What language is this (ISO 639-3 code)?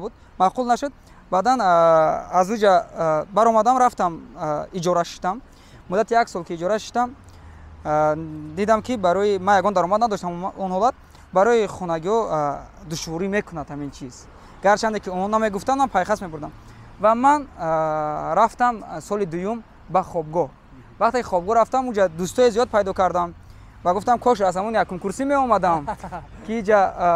tgk